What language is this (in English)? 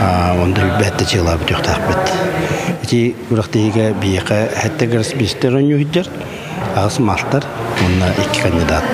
Yakut